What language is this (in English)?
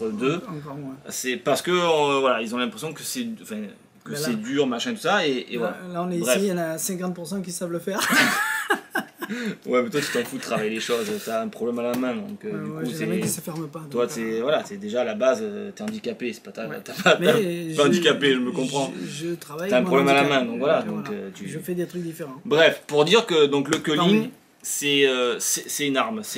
French